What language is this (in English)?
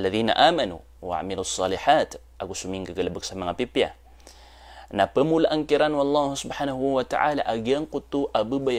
Maranao